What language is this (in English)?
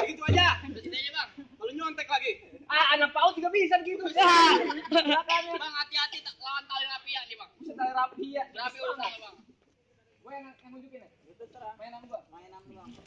Betawi